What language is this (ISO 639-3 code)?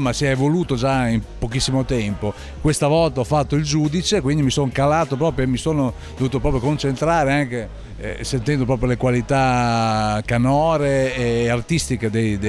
ita